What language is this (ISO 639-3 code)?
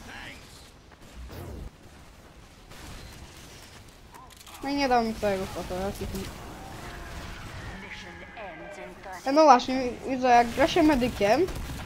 pol